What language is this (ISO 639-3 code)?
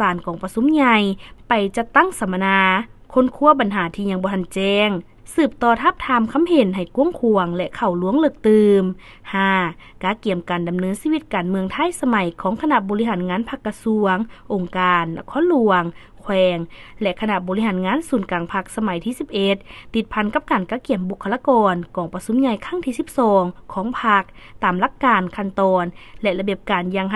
lao